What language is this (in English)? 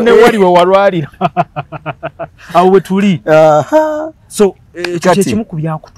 Ganda